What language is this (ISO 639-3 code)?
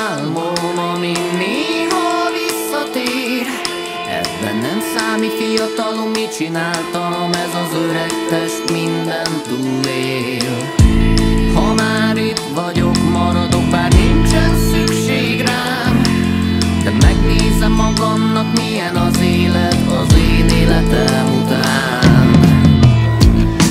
hun